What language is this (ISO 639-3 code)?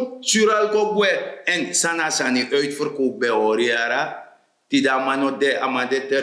srn